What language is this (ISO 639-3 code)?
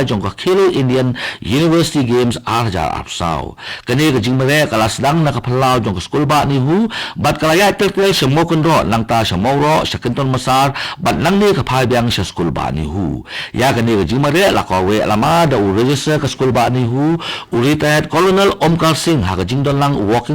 kha